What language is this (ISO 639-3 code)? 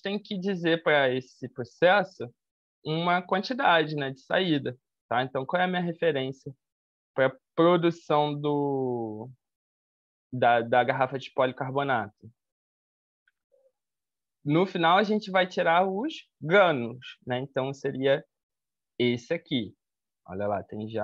por